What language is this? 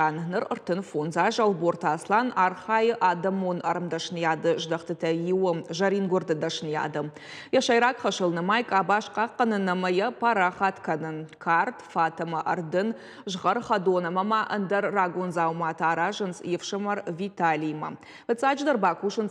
Ossetic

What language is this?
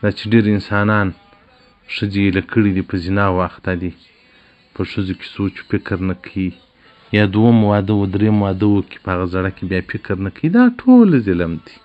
Pashto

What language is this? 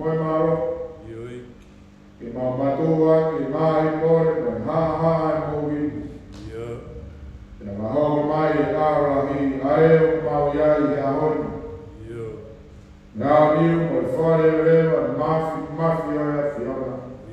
Tongan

